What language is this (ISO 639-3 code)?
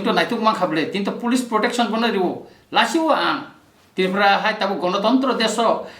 trp